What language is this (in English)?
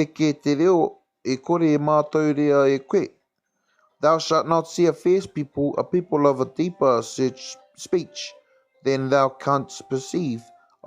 Māori